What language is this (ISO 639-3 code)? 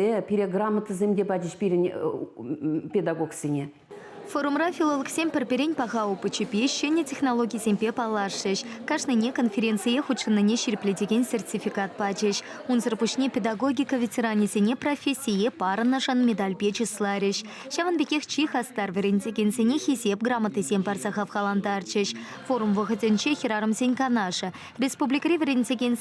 chv